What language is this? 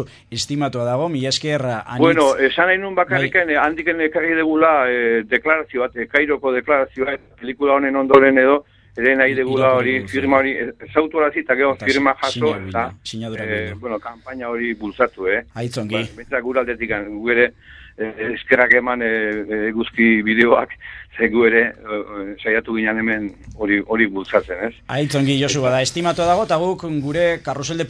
Basque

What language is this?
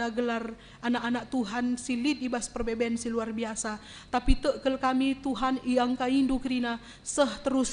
Batak Karo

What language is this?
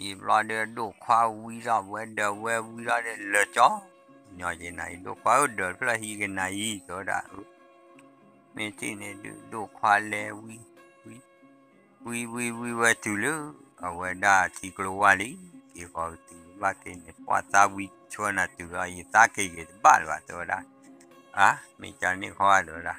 S'gaw Karen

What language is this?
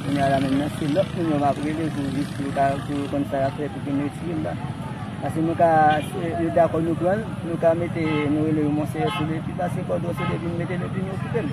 Haitian Creole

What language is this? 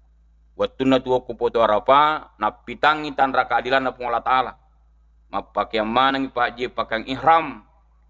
Buginese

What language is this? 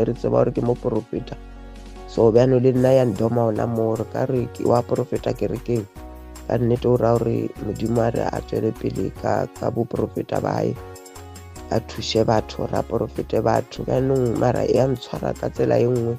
Southern Sotho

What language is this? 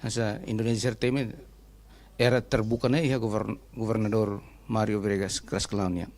Tetum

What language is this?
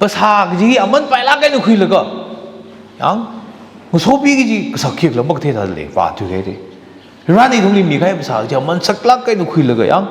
Tangkhul Naga (India)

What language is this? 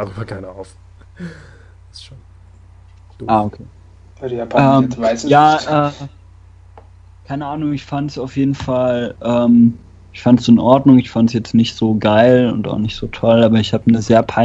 German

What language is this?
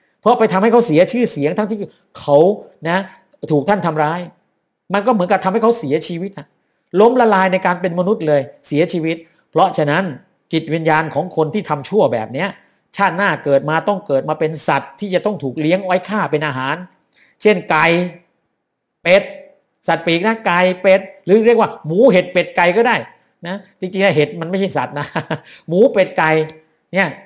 Thai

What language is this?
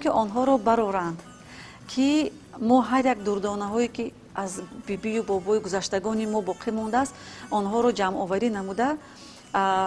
Tajik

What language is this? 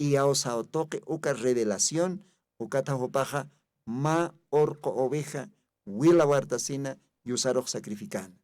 Aymara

